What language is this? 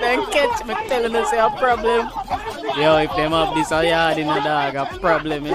Jamaican Creole English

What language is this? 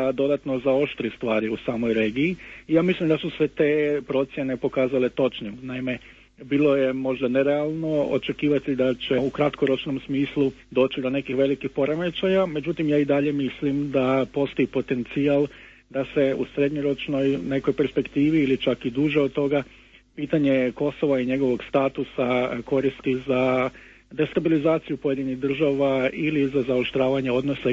Croatian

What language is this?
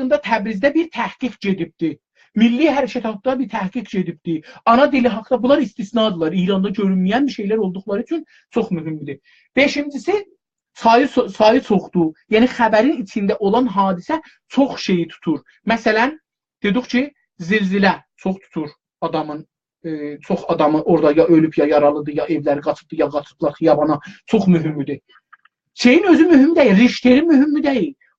South Azerbaijani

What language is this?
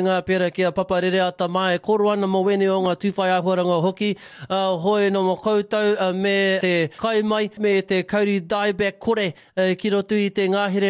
Māori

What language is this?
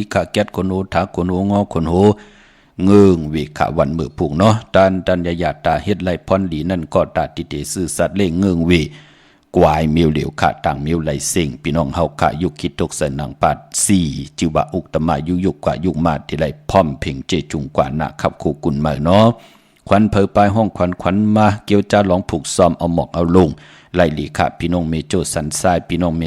Shan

